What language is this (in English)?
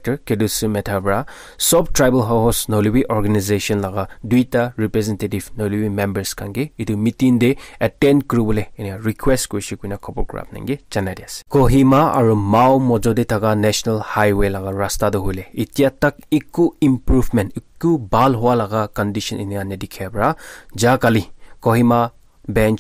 Naga Pidgin